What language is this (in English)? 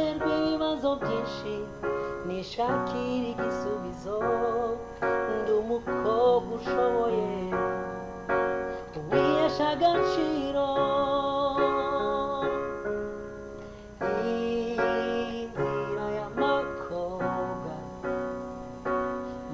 Kinyarwanda